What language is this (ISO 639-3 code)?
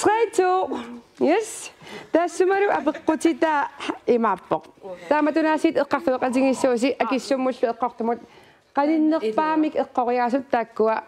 kal